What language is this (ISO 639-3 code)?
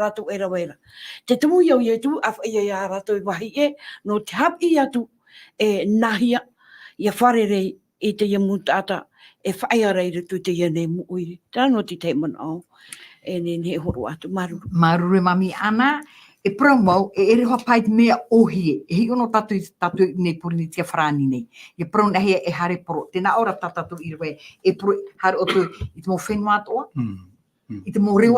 tah